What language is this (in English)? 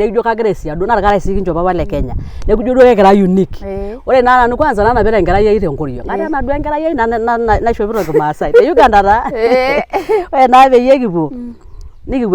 Masai